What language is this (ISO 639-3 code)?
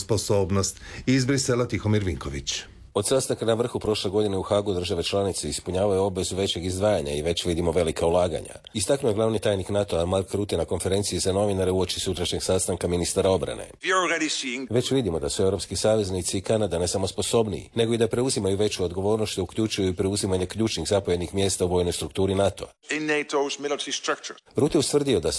hrv